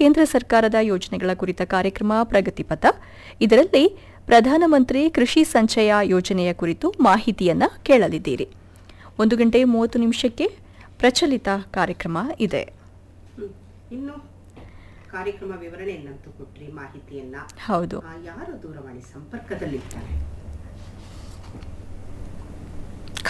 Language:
Kannada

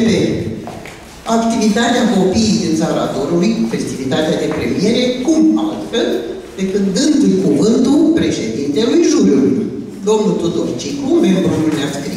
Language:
Romanian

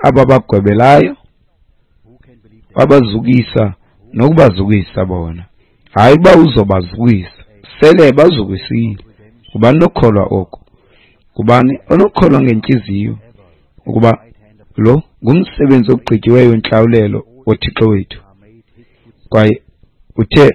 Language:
Xhosa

